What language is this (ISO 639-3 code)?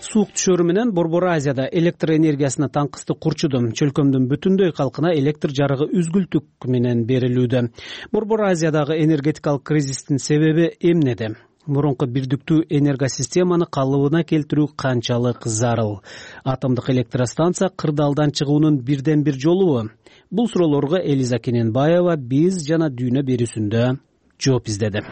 kir